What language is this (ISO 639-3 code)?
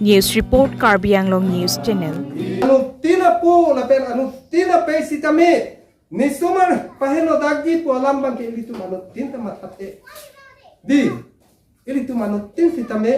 mjw